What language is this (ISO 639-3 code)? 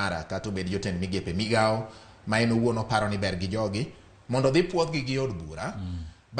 luo